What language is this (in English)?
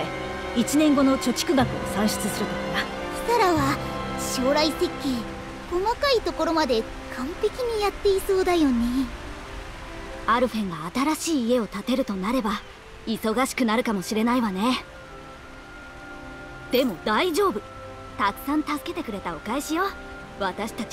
Japanese